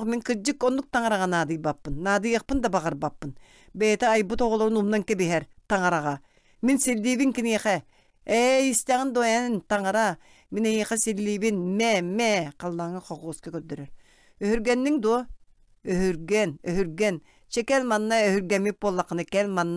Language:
Yakut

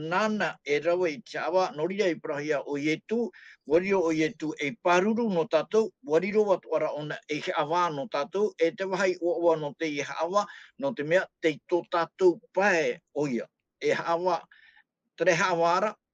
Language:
Tahitian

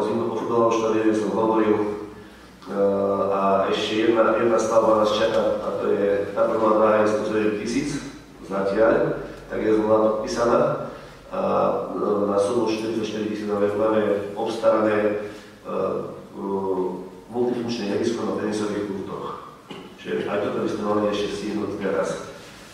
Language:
Slovak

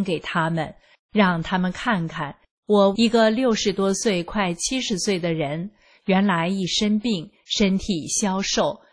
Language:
Chinese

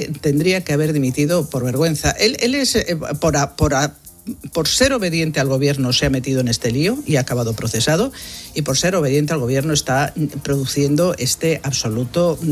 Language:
Spanish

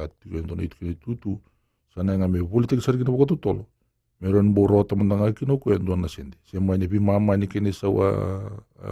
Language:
Fijian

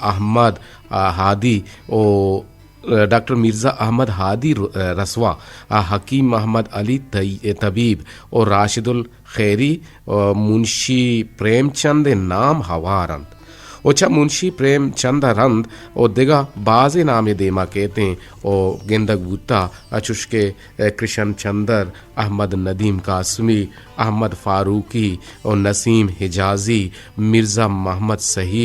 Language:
Eastern Balochi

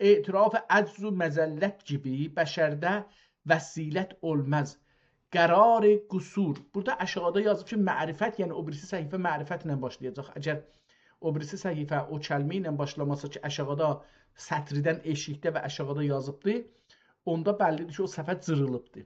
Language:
South Azerbaijani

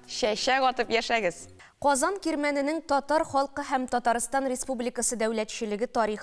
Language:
Tatar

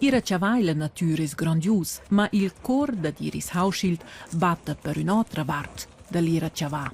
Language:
Romansh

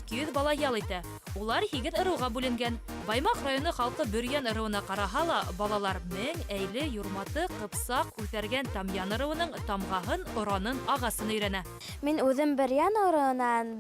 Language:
Bashkir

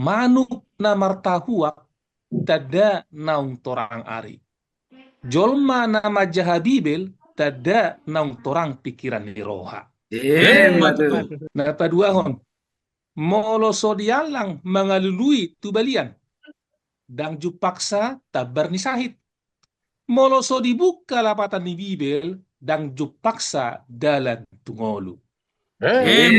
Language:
Batak Toba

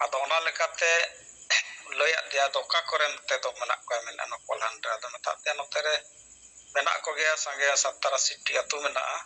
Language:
Santali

